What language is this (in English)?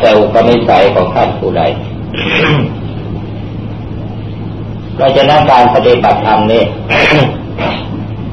Thai